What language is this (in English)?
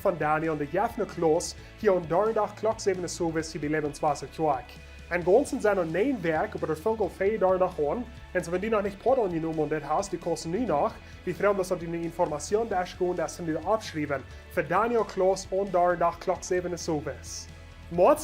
Plautdietsch